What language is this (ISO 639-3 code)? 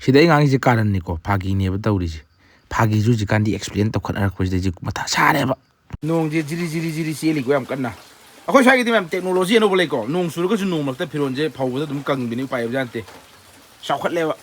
mni